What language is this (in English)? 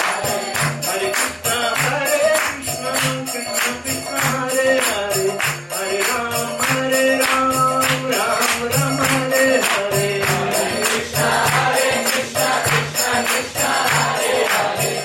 Hindi